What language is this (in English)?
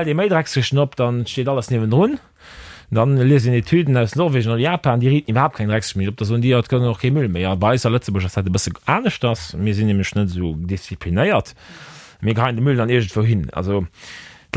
Luxembourgish